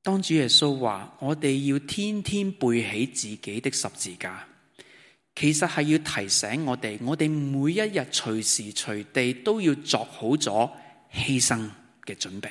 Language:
Cantonese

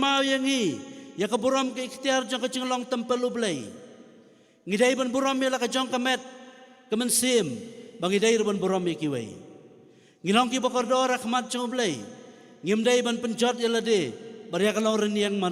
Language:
Khasi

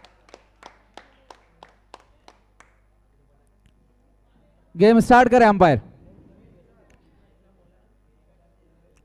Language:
Hindi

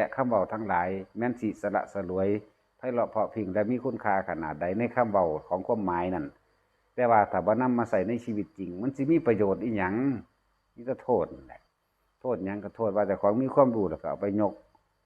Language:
Northeastern Thai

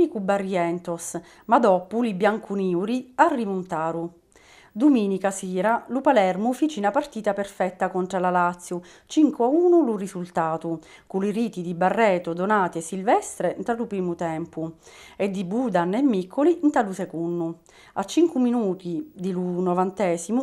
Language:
Sicilian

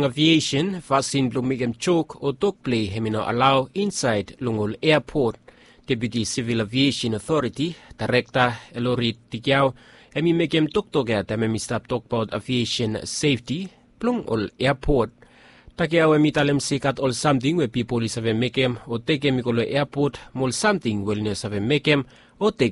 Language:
Bislama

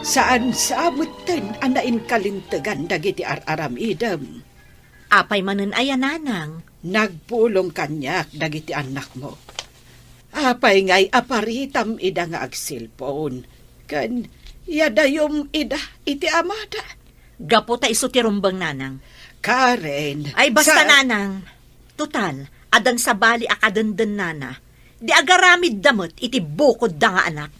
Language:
Iloko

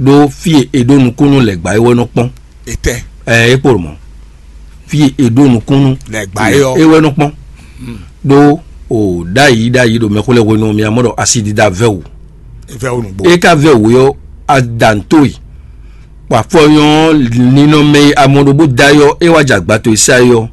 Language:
Fon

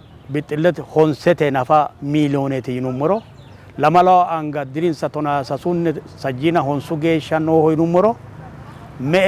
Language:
Sidamo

